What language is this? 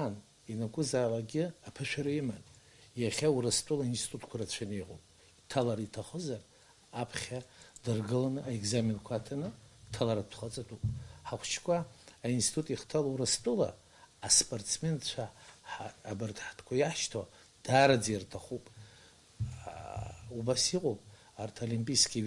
Abkhazian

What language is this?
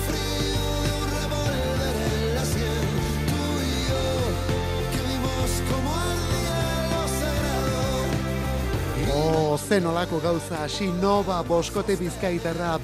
Basque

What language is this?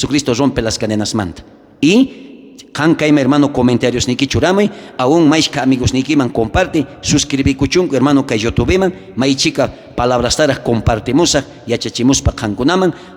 South Bolivian Quechua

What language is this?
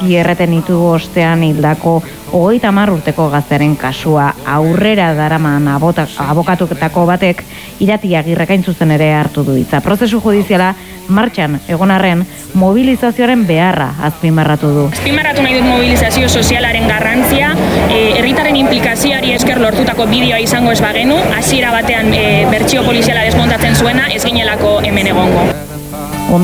Basque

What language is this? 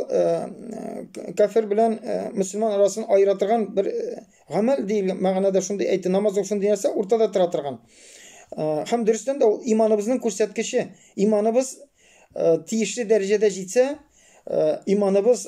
Tatar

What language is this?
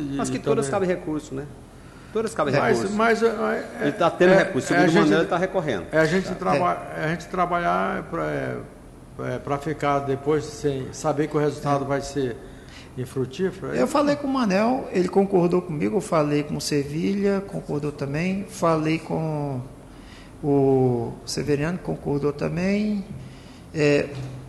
Portuguese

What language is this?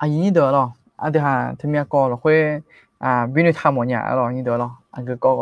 Akha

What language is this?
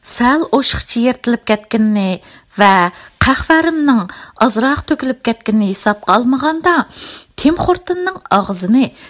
Uyghur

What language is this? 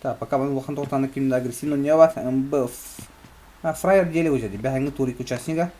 Yakut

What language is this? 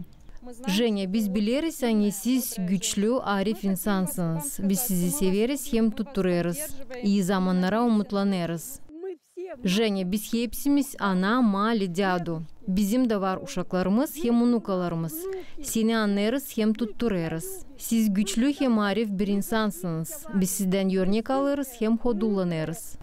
Gagauz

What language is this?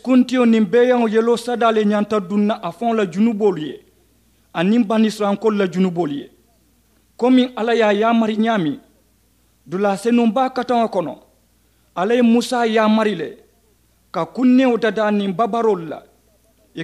Mandingo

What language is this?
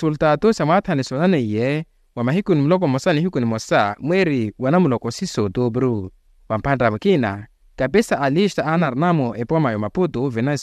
Makhuwa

